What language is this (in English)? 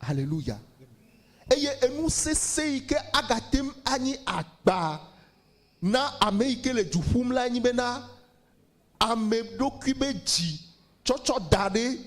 Ewe